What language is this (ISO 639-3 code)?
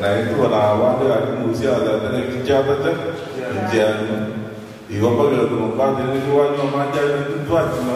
guz